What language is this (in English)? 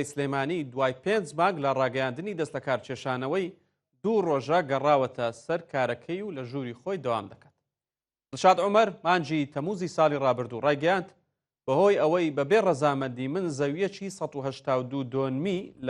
Central Kurdish